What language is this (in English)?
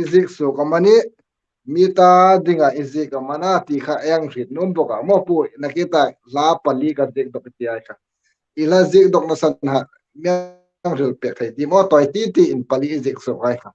Hmar